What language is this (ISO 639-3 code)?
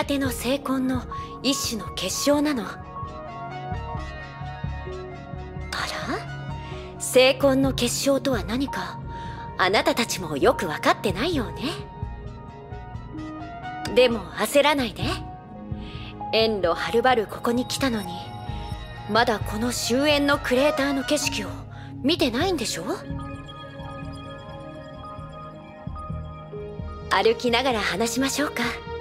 jpn